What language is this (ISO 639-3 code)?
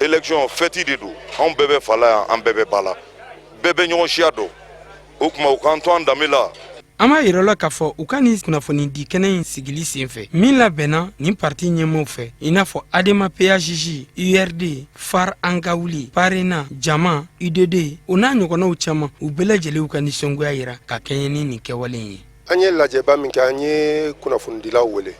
bam